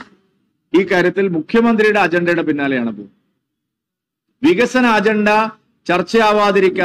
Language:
Malayalam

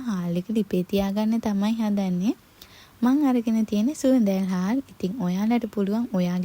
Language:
Sinhala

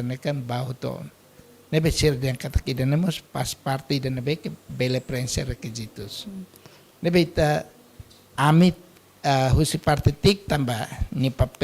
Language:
Tetum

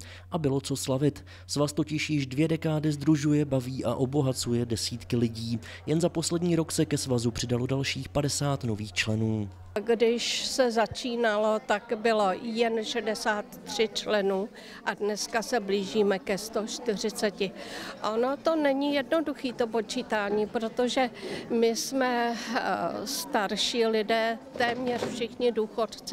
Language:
Czech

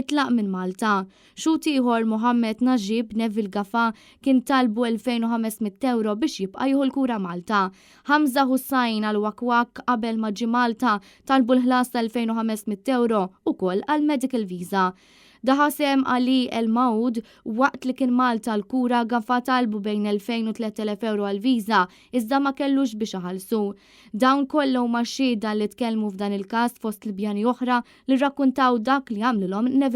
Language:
Maltese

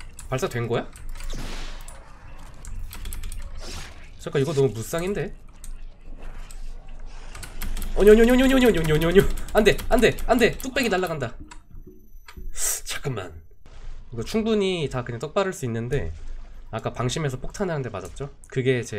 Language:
Korean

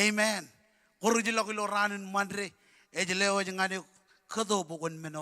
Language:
Marshallese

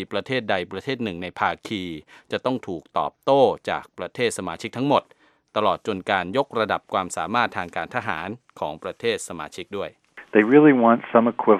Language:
Thai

